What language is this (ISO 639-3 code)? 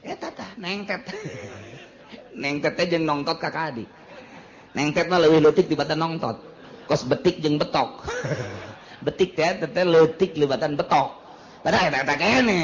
sun